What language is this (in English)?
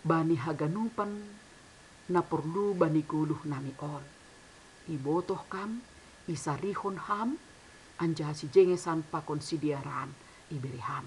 Batak Simalungun